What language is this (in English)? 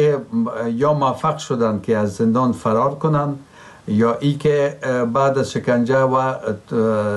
Persian